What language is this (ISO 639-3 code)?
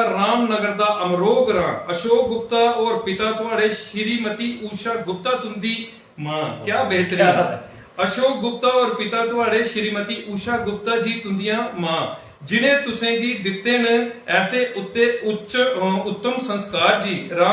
doi